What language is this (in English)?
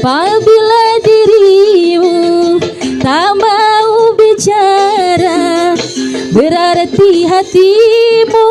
Betawi